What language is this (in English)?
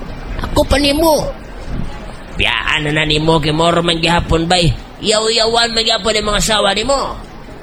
Cebuano